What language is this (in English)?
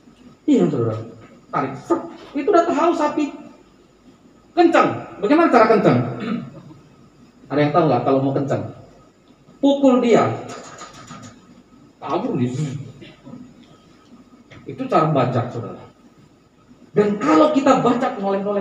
Indonesian